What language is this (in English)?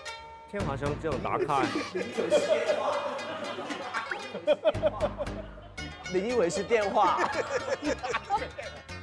Chinese